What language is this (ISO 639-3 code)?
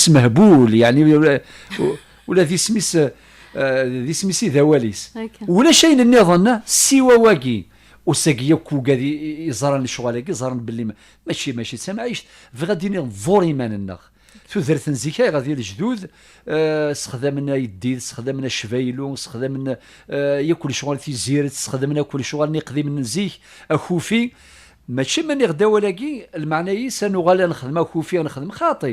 kab